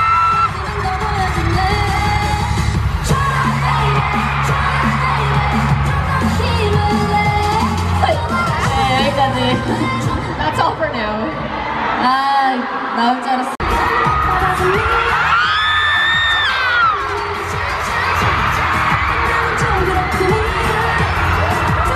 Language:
Korean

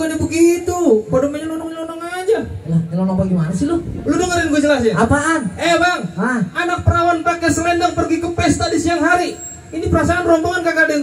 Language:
Betawi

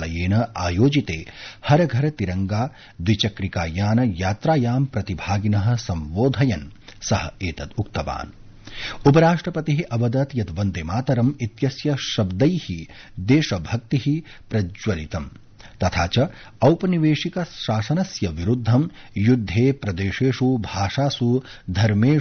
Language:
Sanskrit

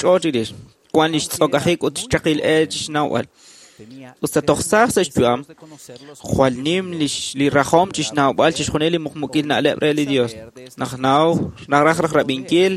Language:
Kekchí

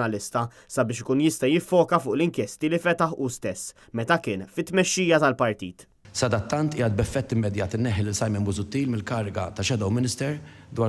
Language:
Maltese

